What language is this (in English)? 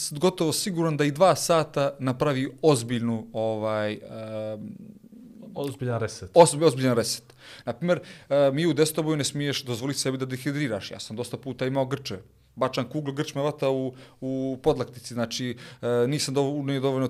Bosnian